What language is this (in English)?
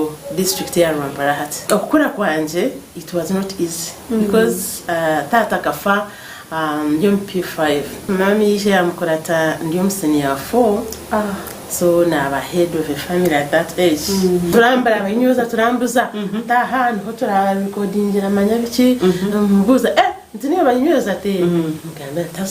Nyankole